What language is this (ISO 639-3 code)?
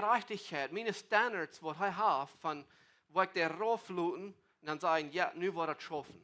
pdt